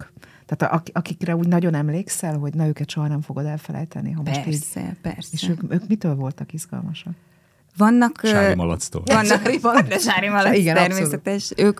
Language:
Hungarian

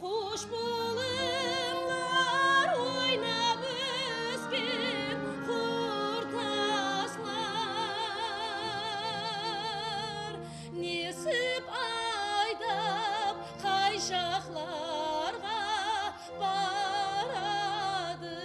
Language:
Kara-Kalpak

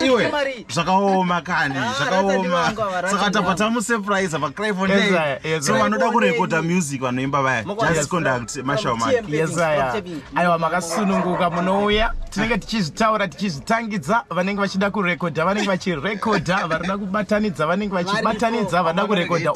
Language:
Shona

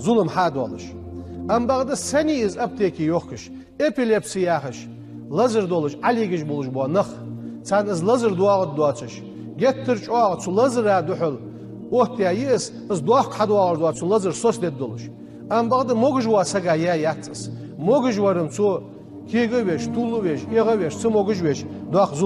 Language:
Ingush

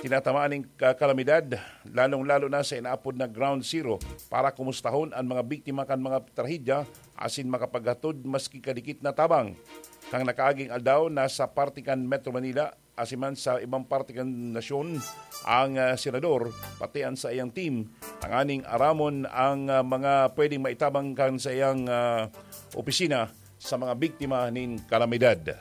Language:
Bikol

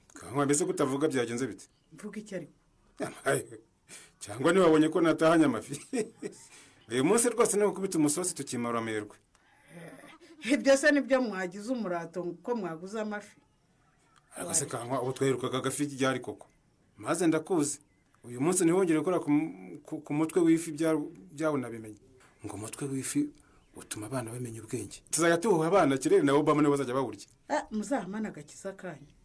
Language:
Kinyarwanda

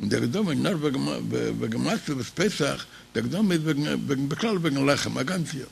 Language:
Yiddish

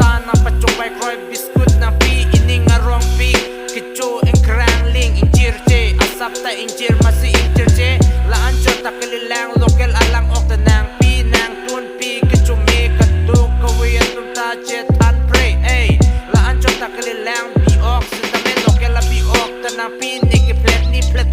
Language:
Karbi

